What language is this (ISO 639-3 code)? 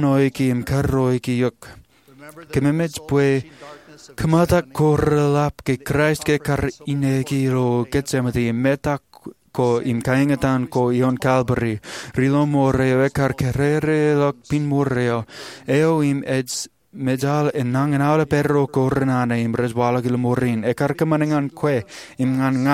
mah